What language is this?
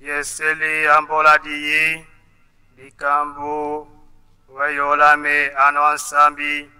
Tetela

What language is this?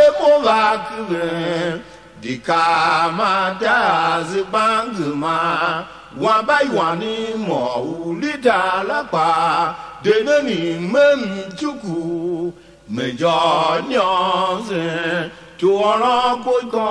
Tiv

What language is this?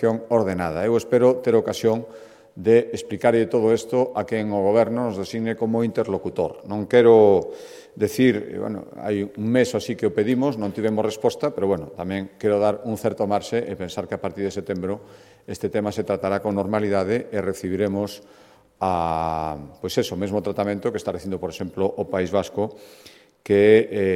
Galician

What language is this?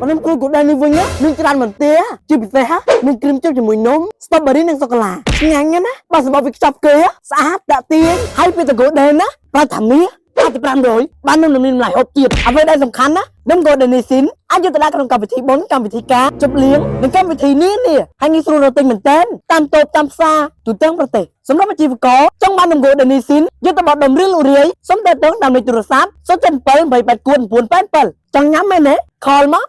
Khmer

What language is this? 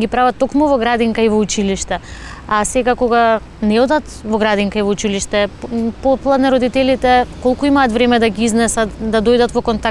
Macedonian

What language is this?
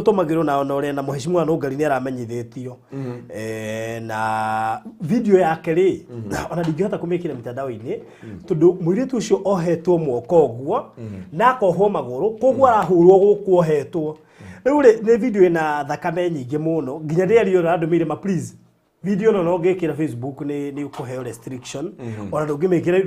Kikuyu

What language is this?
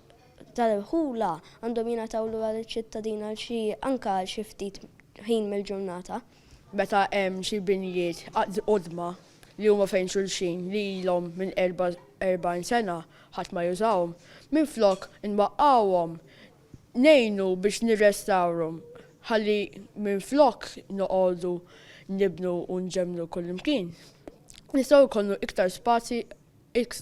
Maltese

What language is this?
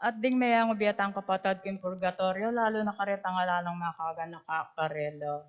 Pampanga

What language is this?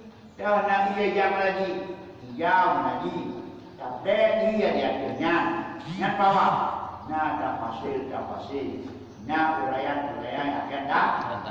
Achinese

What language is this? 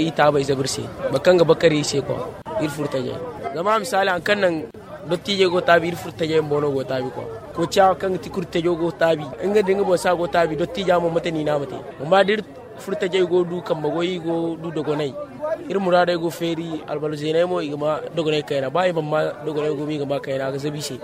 Zarma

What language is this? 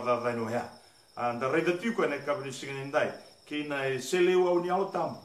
Fijian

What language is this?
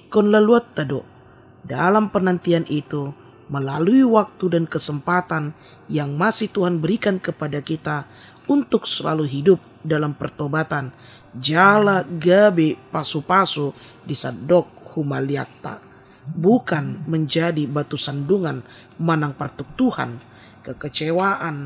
Batak Toba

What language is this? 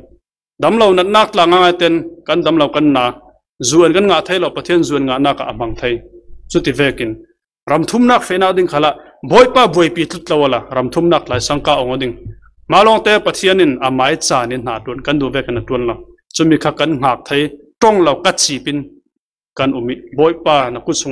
Falam Chin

